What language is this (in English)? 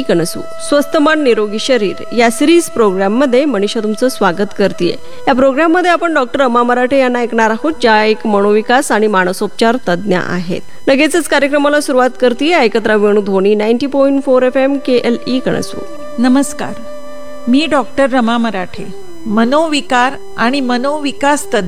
Marathi